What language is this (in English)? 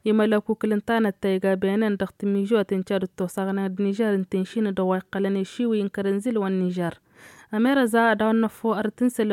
Tamasheq